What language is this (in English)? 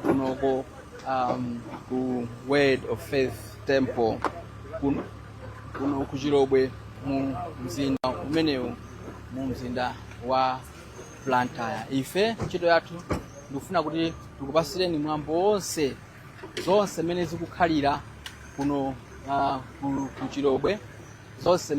Nyanja